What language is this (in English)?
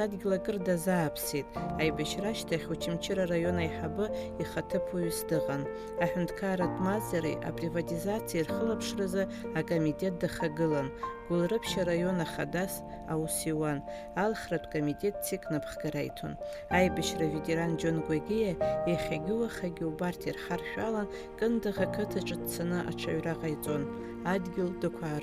Abkhazian